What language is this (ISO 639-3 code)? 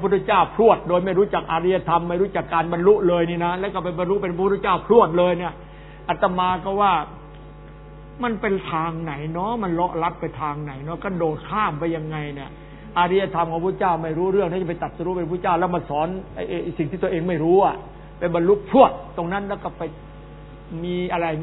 tha